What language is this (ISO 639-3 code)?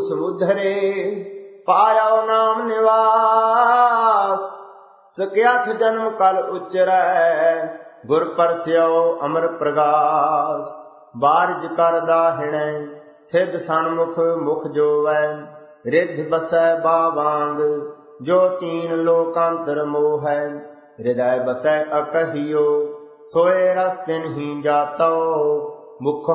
pan